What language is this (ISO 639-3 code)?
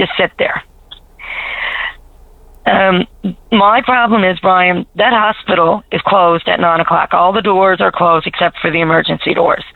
eng